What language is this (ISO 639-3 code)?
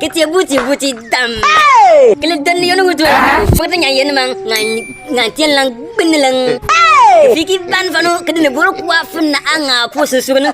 bim